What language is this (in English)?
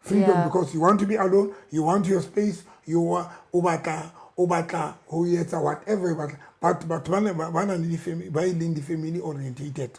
Southern Sotho